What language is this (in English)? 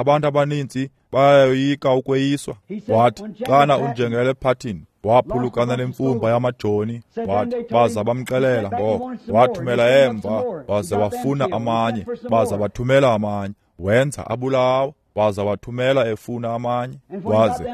Xhosa